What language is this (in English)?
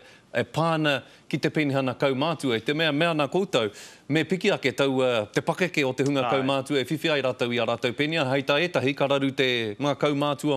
Māori